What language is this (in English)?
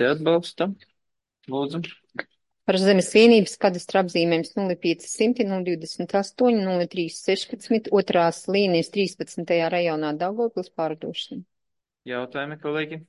Latvian